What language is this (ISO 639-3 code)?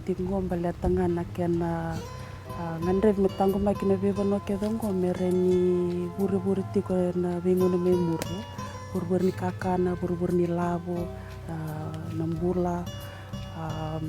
fij